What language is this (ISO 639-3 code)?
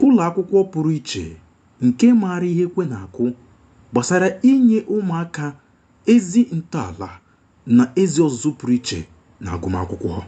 ibo